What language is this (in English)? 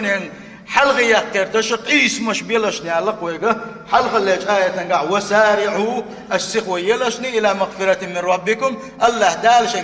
Chechen